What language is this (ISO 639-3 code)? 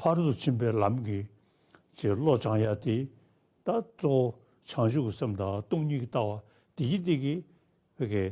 bod